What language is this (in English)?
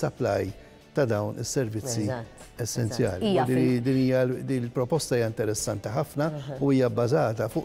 Maltese